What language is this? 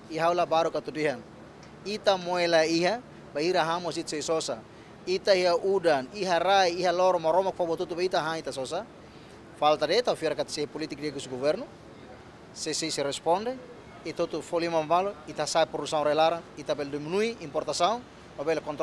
Tetum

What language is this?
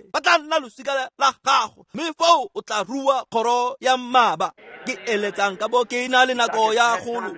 Tswana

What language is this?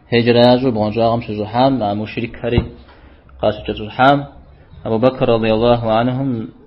Kabardian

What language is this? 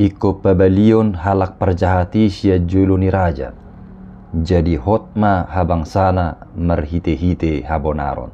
Batak Toba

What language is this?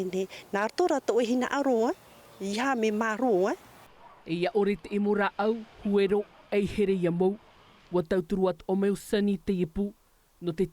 Tahitian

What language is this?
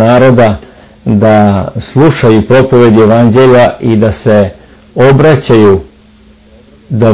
Serbian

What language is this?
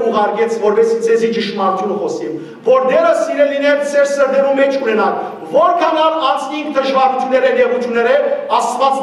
Western Armenian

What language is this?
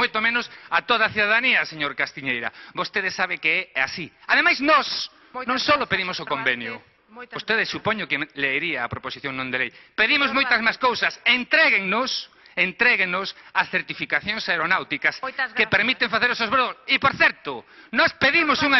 Galician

